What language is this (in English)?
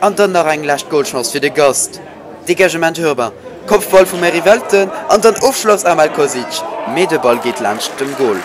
Luxembourgish